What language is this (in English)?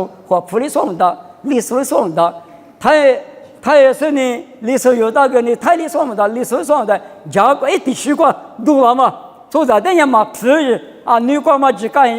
Lisu